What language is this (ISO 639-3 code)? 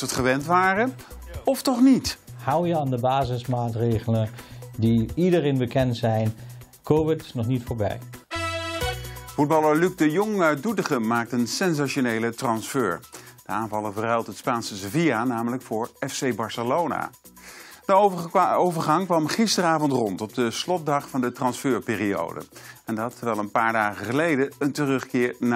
nld